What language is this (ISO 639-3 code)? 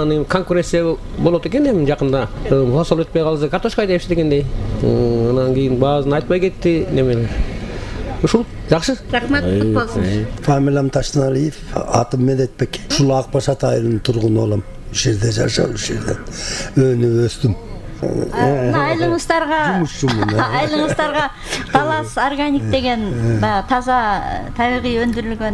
kir